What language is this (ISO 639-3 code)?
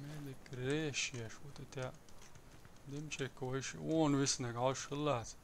che